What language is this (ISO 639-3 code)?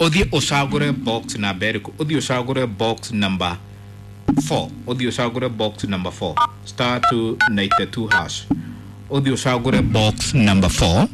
kik